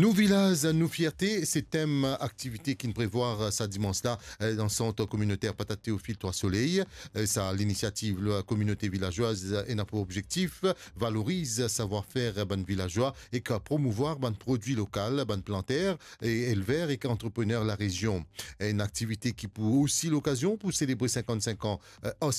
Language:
Morisyen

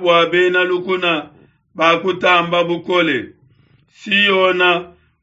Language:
Luba-Lulua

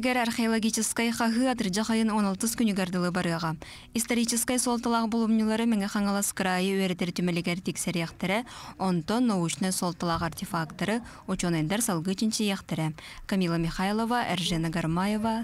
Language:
Yakut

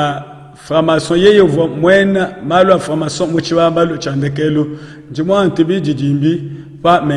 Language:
Luba-Lulua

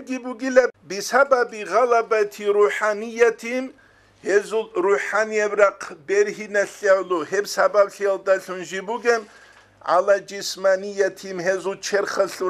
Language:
Avaric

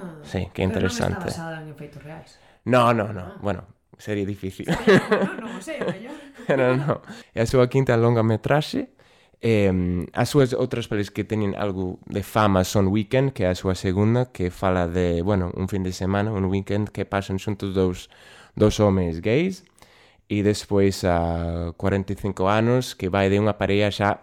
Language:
Galician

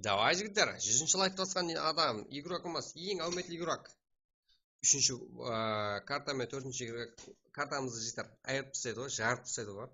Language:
Kara-Kalpak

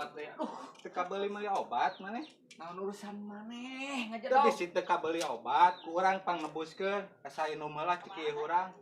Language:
Sundanese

